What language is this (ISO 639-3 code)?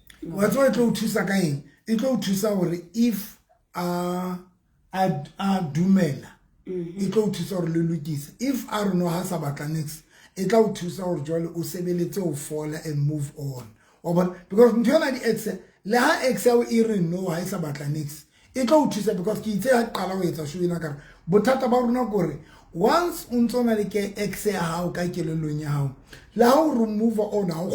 sot